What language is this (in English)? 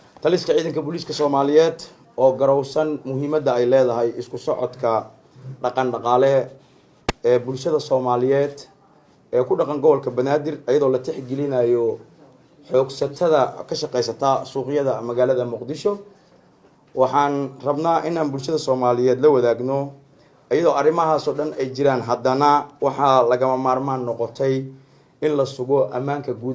Somali